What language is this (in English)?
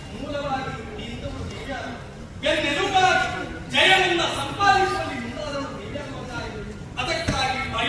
Kannada